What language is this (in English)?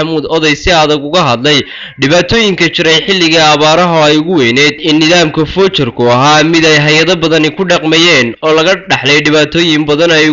Somali